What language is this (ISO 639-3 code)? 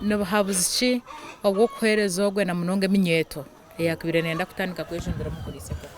nyn